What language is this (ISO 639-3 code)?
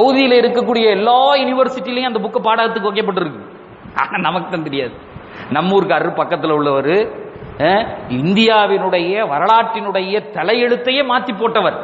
tam